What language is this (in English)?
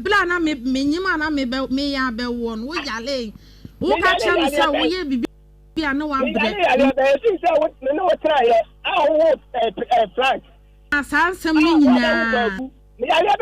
Akan